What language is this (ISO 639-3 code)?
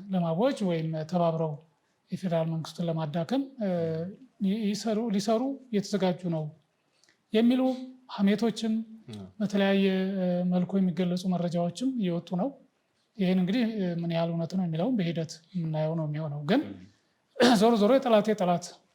amh